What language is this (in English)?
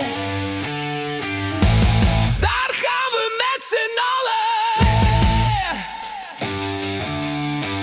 Dutch